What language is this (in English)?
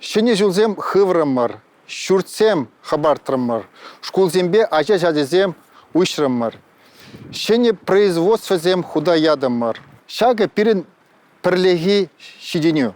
Chuvash